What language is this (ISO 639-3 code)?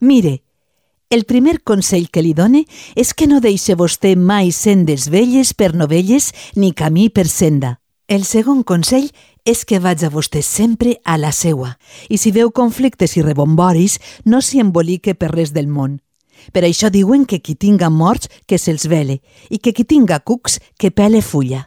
cat